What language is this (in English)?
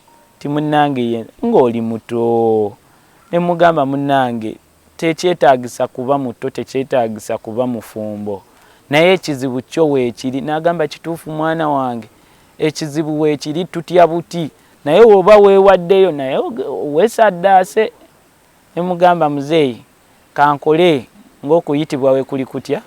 Ganda